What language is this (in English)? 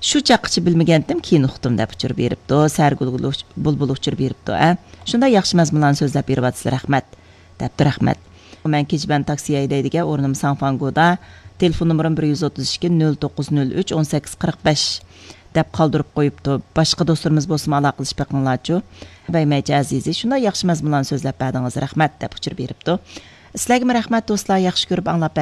Uyghur